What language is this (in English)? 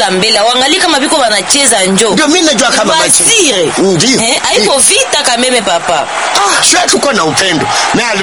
Swahili